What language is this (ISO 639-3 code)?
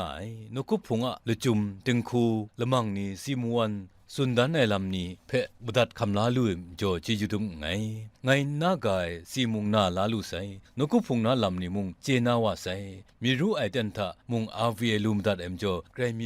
kac